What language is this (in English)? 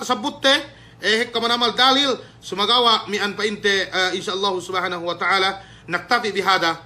Yakan